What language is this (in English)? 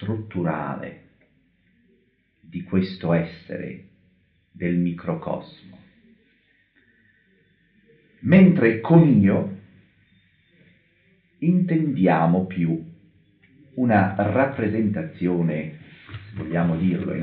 Italian